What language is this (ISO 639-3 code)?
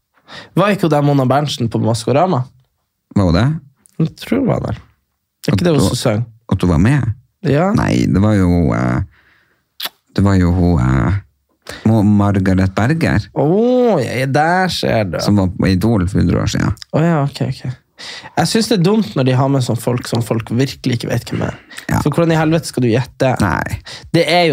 nor